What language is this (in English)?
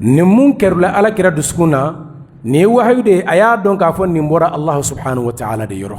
Bambara